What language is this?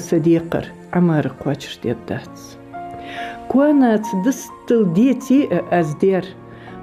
Ingush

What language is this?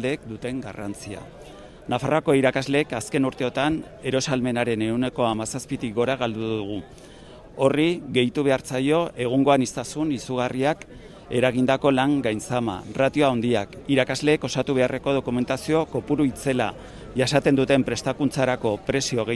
Basque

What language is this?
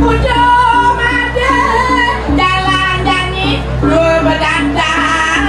Balinese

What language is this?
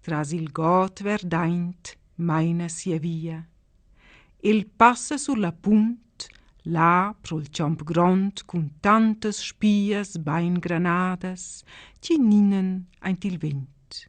Romansh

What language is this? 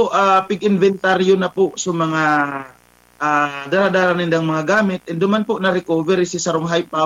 Bikol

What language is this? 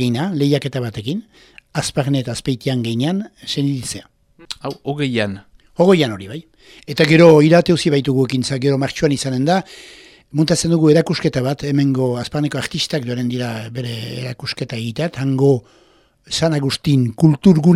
Basque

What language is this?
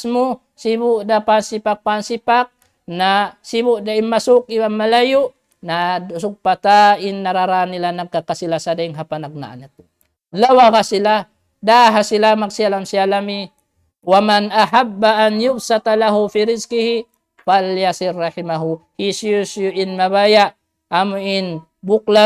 Tausug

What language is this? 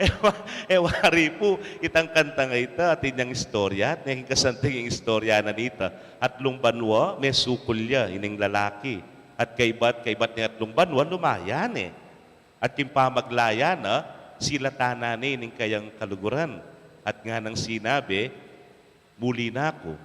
Pampanga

